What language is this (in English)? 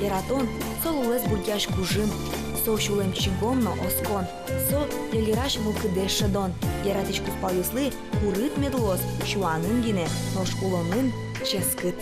Udmurt